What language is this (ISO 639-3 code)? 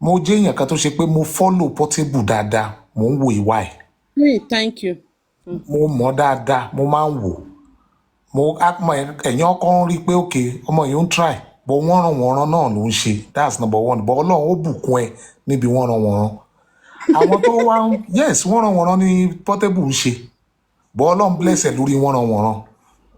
yor